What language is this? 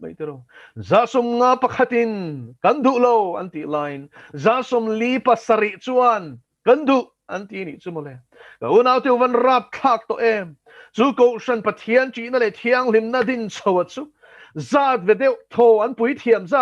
Mizo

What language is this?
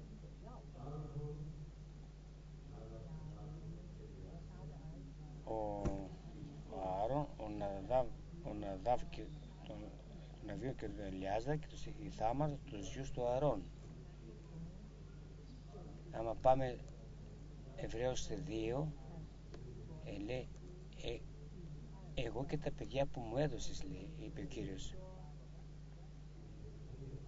Greek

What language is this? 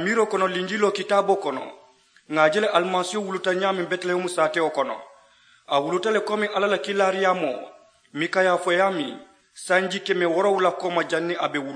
Mandingo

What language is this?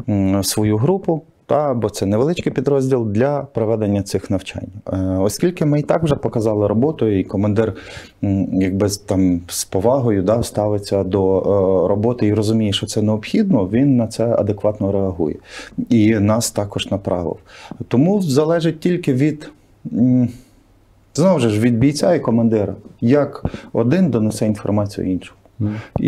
Ukrainian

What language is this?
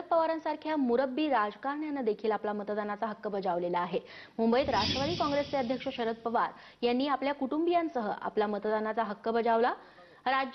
Marathi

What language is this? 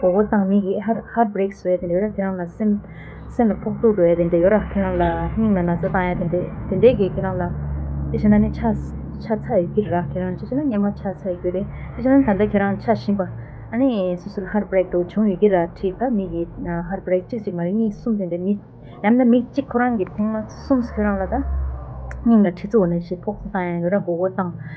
Tibetan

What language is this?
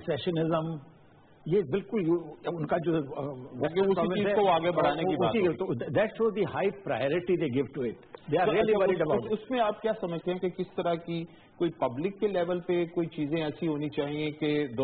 Urdu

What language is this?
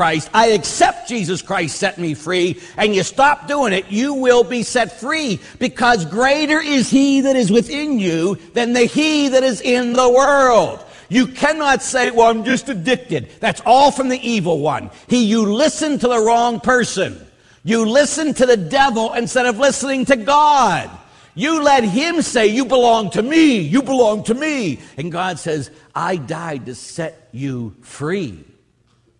English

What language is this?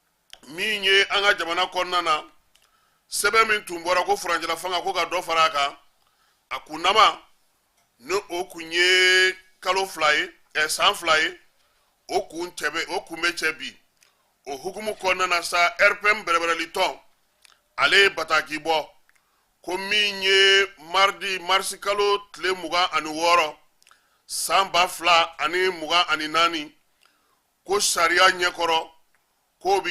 Bambara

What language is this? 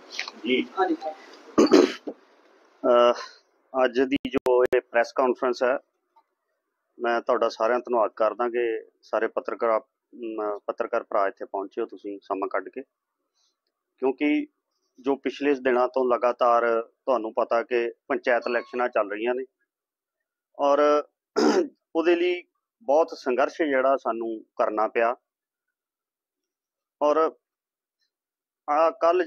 Punjabi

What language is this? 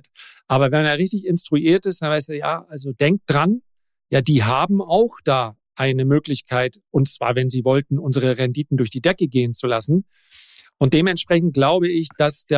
German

